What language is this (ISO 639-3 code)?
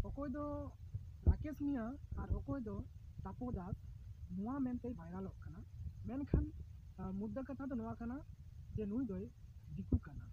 sat